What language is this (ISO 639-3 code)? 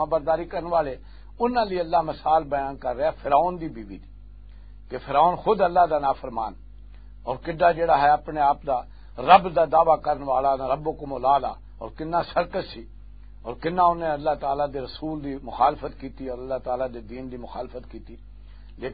lah